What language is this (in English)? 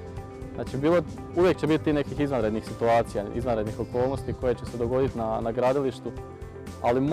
Croatian